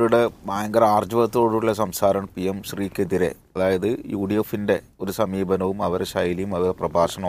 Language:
Malayalam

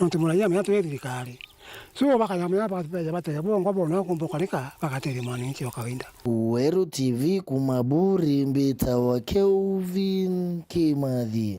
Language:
Meru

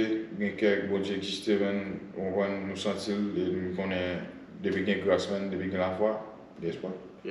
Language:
Haitian Creole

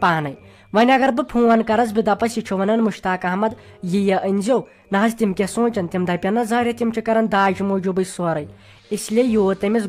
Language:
Kashmiri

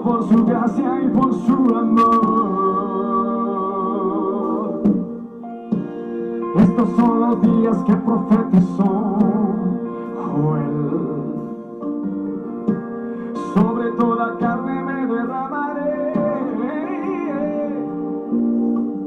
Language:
Spanish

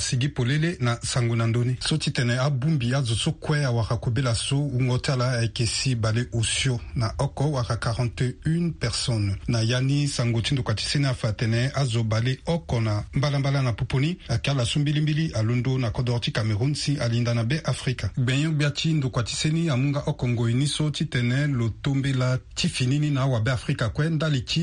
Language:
Sango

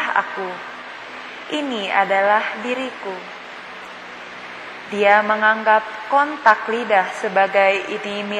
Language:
Indonesian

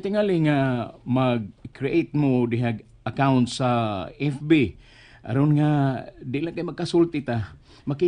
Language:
Cebuano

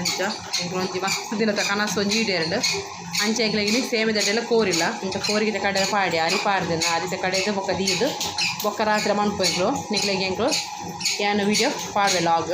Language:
Tulu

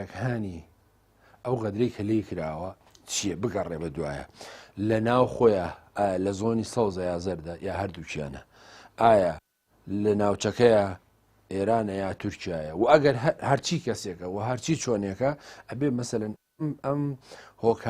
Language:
Central Kurdish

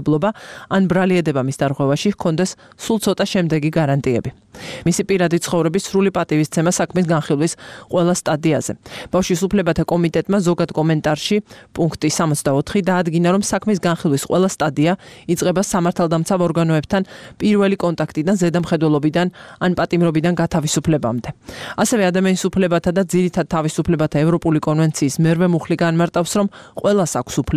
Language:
Georgian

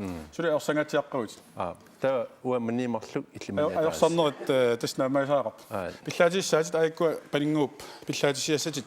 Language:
Kalaallisut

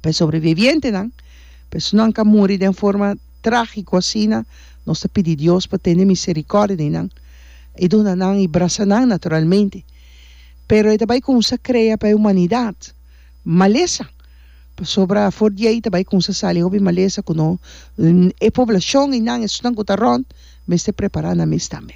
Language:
Papiamento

